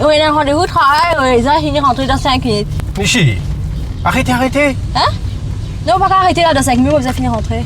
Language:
Morisyen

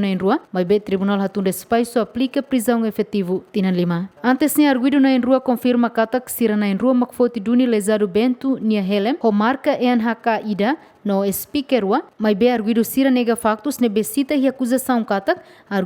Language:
Tetum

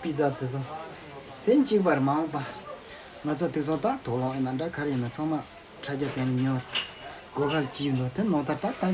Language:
Tibetan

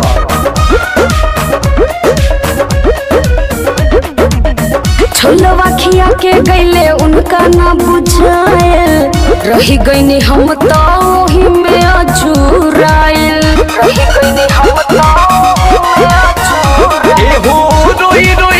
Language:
Bhojpuri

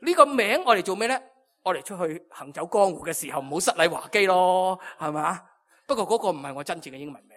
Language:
Cantonese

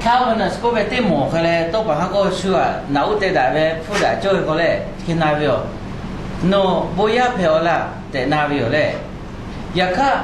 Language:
Lahu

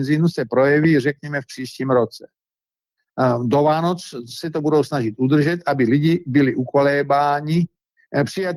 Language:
Czech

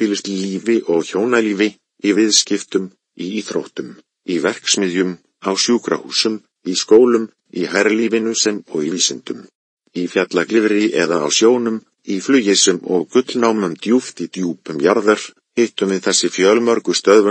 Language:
Icelandic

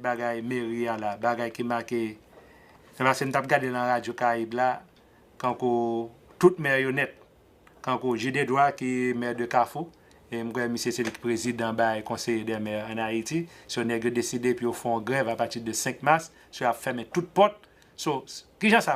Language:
Haitian Creole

